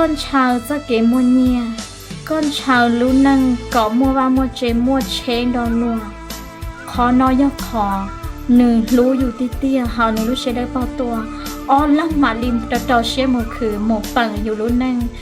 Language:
Hmong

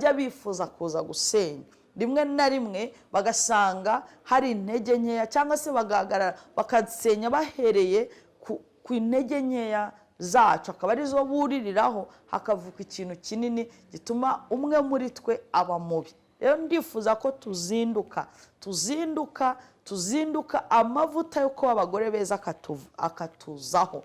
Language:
Kinyarwanda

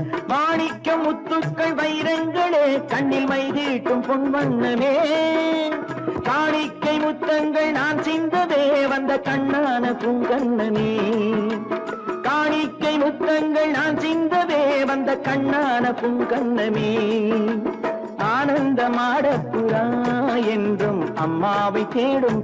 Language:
Tamil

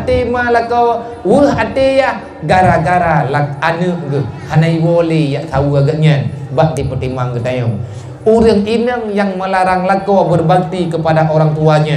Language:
Achinese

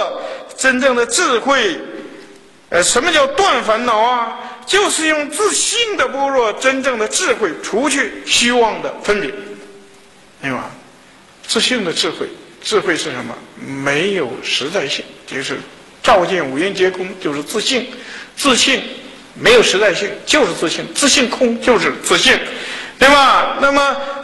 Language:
Chinese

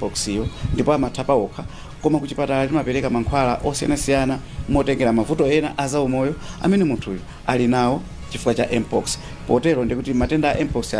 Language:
Nyanja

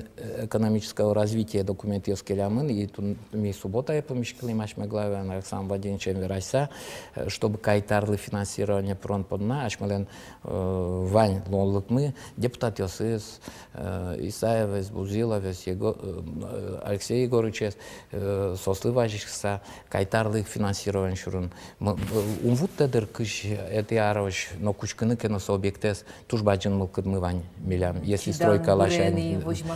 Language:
Udmurt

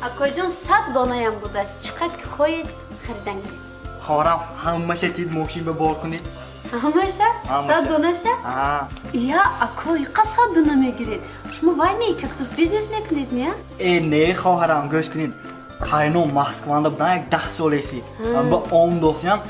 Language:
Tajik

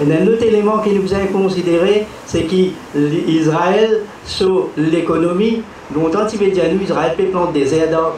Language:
Morisyen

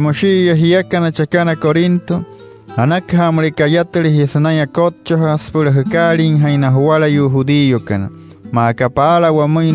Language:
Wayuu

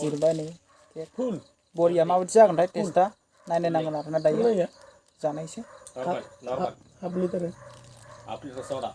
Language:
Bodo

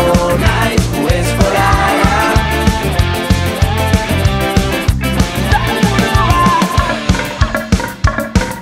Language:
Basque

